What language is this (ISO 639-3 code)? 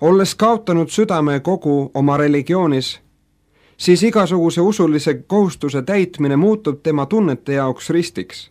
est